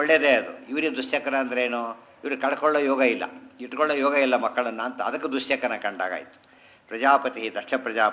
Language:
Kannada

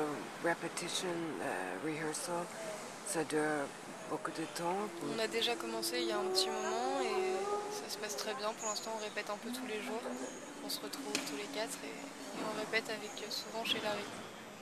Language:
French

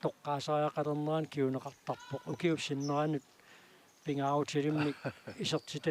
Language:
Kalaallisut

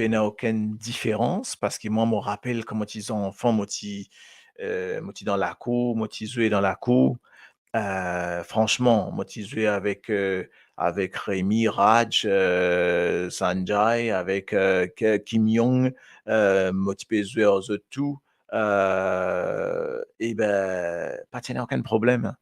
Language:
Morisyen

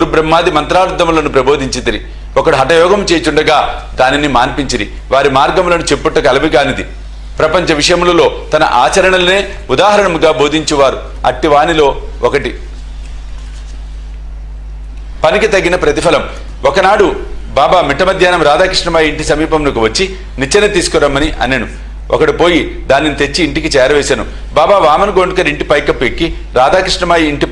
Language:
Telugu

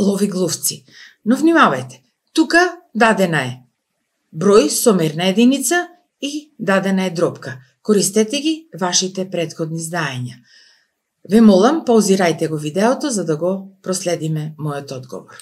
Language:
Macedonian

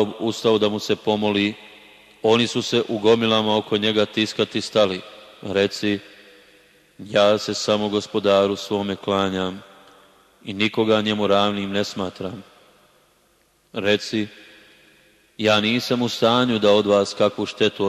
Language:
Bosnian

